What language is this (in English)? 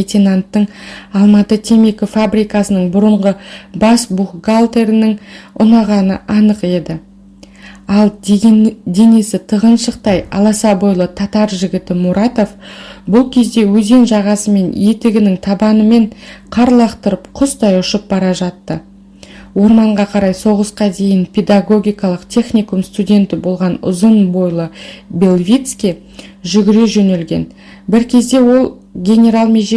Kazakh